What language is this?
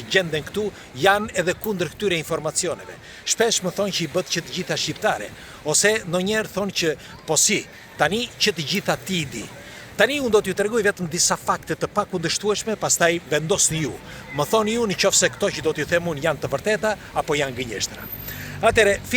Albanian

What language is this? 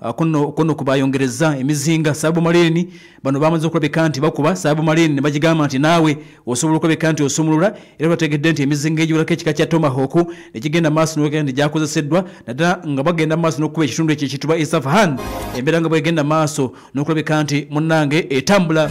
Ganda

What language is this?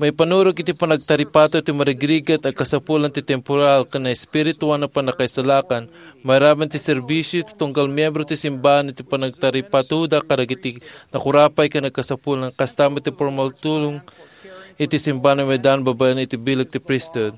Iloko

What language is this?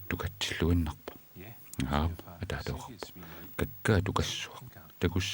Kalaallisut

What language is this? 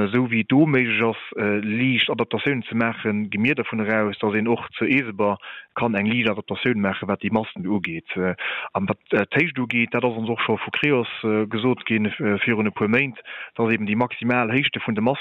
Luxembourgish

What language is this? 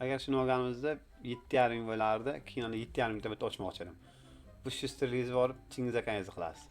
Uzbek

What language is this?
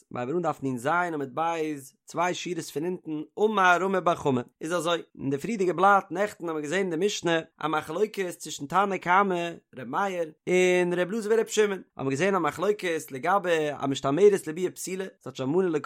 Yiddish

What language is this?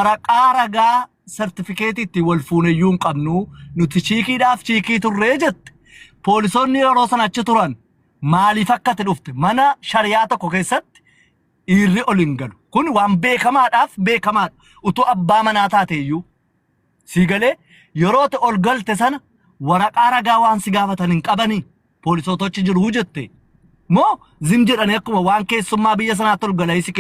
Oromo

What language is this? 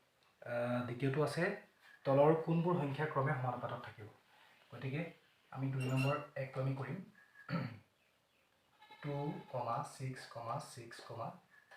Assamese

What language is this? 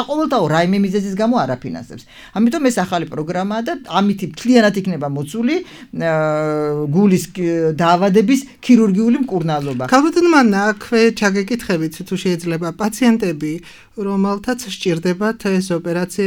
Georgian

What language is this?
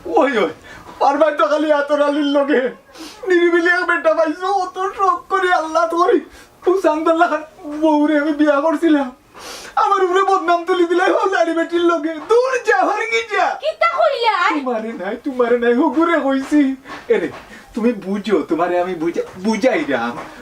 Sylheti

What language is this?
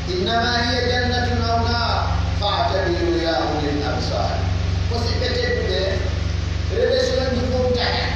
Pular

